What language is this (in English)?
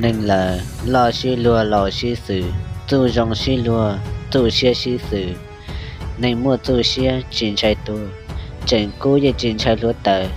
Hmong